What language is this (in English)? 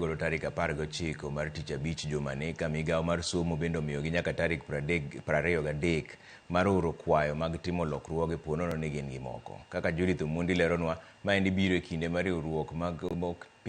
Luo (Kenya and Tanzania)